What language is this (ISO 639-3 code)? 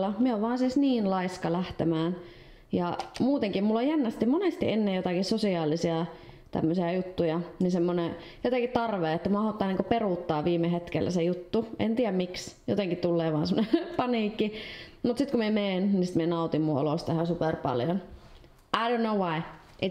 fin